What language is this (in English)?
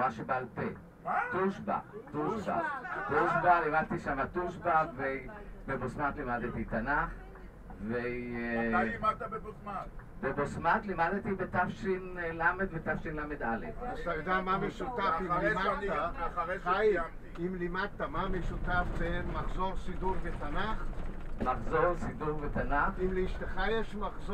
Hebrew